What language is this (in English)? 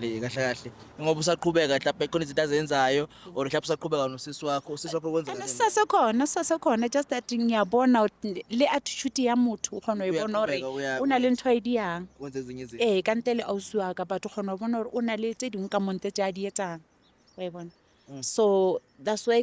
Zulu